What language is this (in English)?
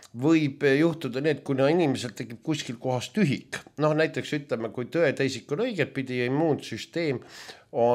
Estonian